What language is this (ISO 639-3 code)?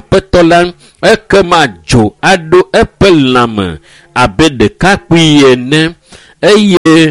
ewe